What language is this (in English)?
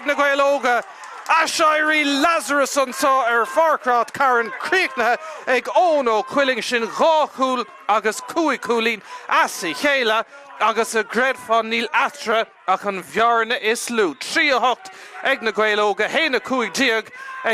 Irish